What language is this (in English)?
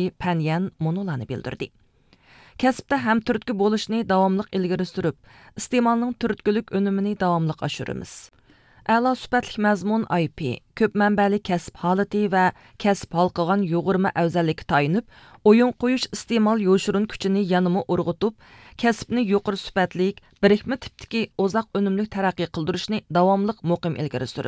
Uyghur